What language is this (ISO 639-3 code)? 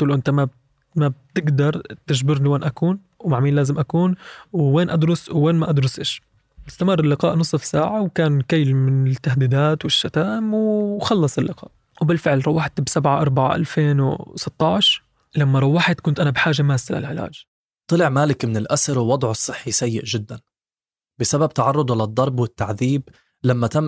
apc